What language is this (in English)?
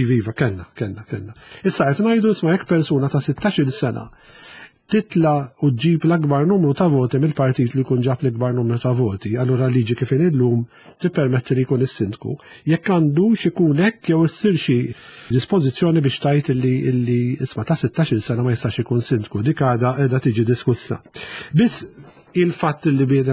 Maltese